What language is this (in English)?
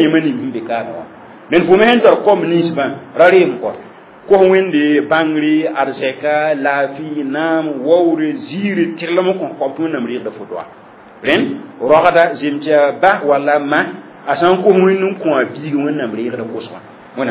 Mossi